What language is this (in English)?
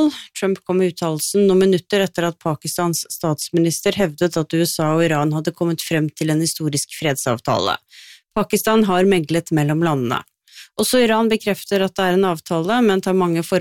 Norwegian